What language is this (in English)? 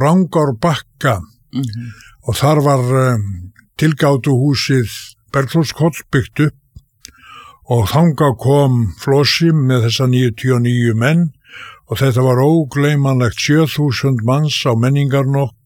Icelandic